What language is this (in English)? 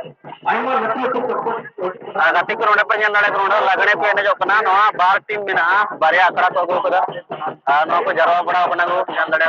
Santali